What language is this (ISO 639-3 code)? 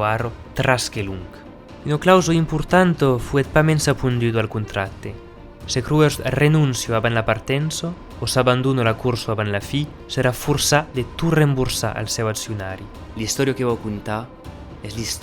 oci